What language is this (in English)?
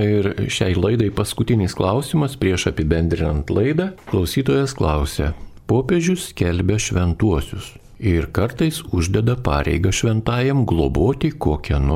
Lithuanian